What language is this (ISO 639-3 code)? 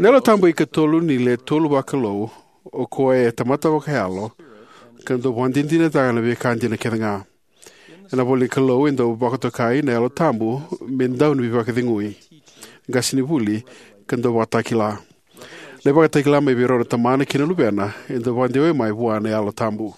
fij